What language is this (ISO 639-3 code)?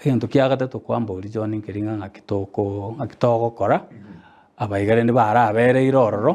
guz